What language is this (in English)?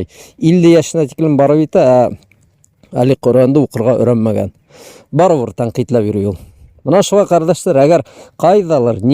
Bashkir